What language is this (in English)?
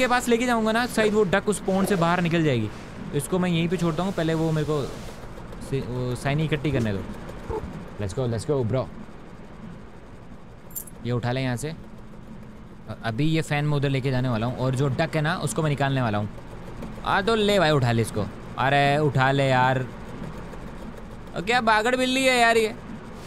Hindi